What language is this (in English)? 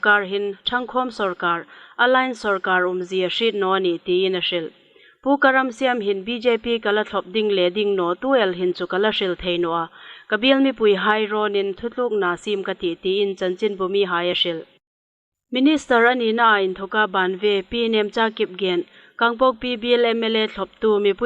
Hmar